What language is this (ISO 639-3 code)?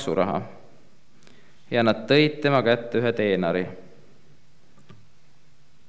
est